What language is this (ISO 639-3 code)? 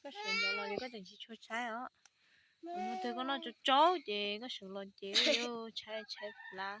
hmn